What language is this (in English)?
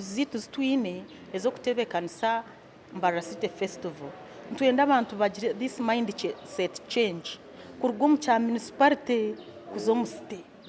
Nyankole